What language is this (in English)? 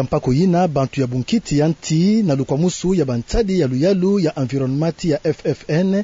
Kituba (Democratic Republic of Congo)